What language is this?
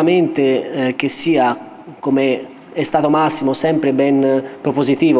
Italian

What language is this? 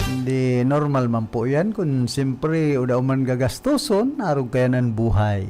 Bikol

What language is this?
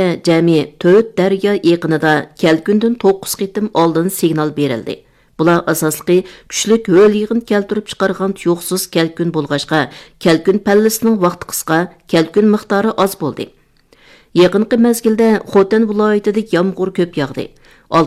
Uyghur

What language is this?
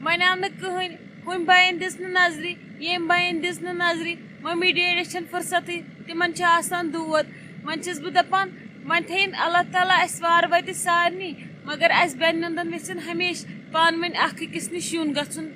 Kashmiri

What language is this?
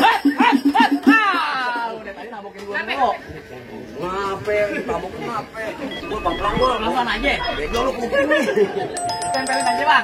Betawi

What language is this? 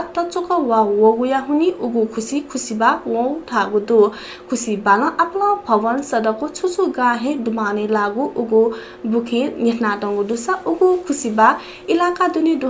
Newari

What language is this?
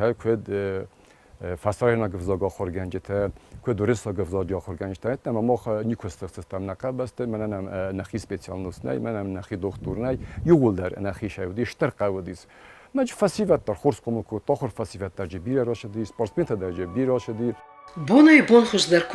Ossetic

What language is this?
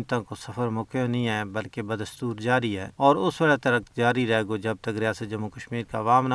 Gujari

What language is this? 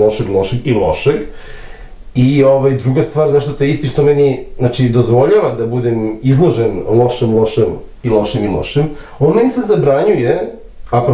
Serbian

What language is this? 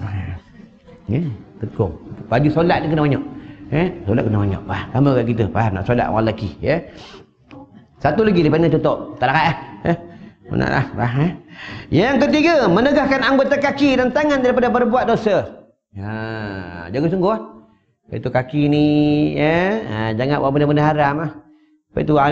Malay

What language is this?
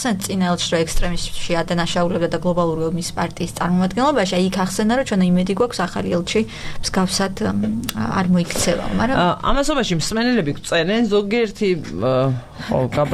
Georgian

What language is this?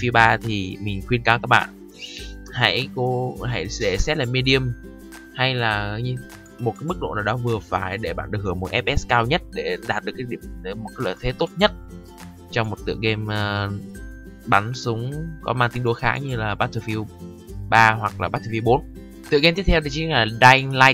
Vietnamese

